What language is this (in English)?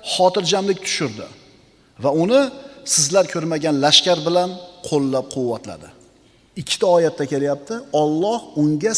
Uzbek